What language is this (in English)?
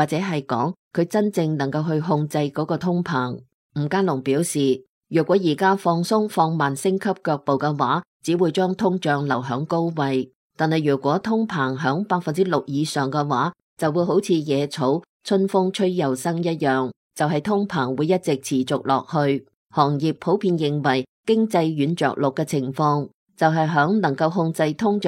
Cantonese